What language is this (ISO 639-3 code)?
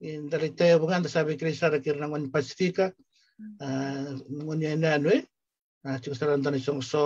fij